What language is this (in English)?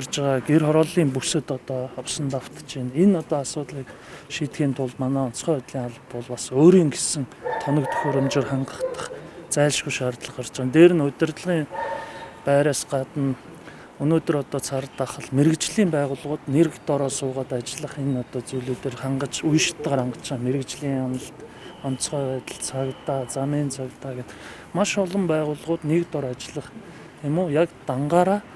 Mongolian